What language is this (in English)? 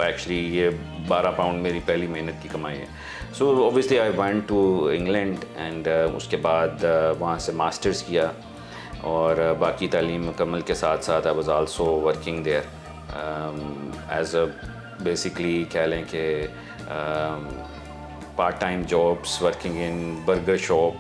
Urdu